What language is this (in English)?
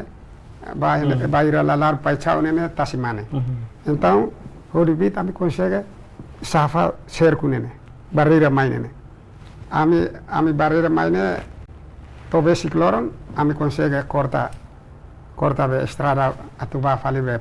Tetum